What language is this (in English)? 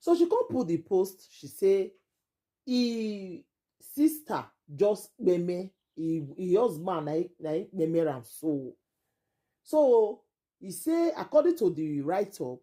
Nigerian Pidgin